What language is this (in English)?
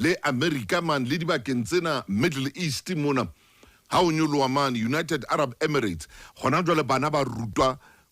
Southern Sotho